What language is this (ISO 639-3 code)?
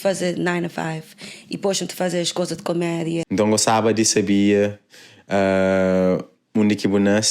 kea